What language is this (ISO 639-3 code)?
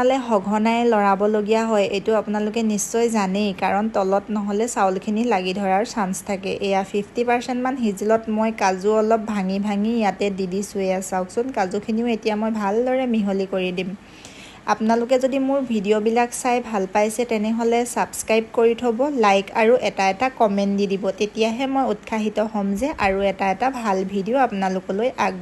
asm